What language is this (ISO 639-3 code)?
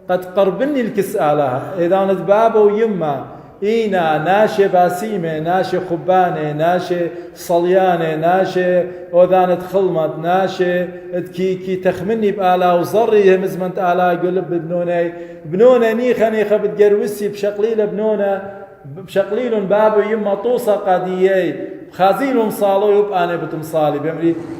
aii